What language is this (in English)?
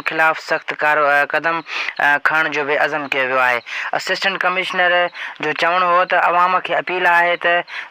Sindhi